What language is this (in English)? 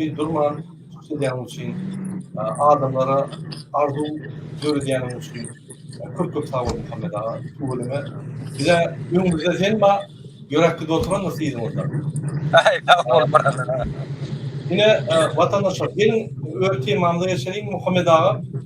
Turkmen